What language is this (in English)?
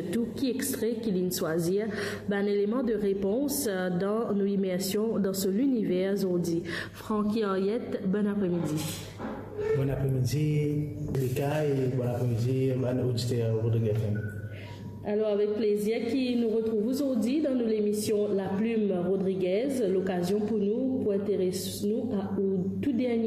Morisyen